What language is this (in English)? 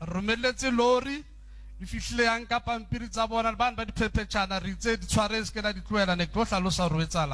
Southern Sotho